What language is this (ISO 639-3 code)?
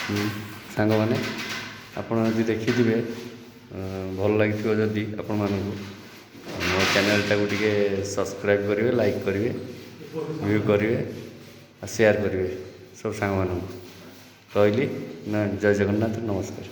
ori